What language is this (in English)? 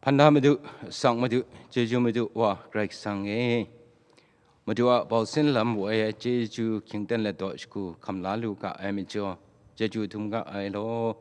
Kachin